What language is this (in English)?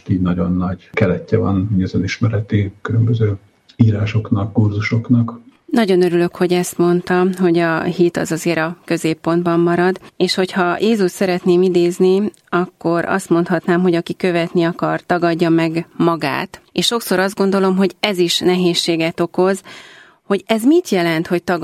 Hungarian